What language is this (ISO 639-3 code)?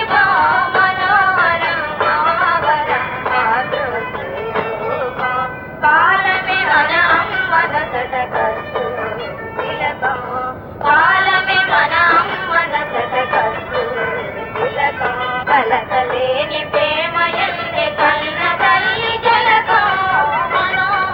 tel